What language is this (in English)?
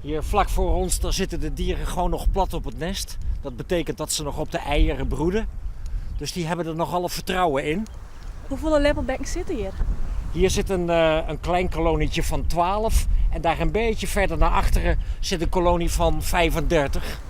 Western Frisian